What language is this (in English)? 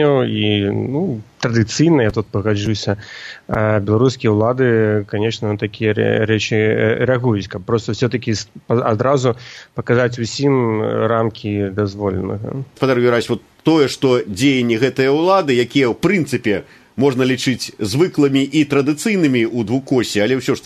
Belarusian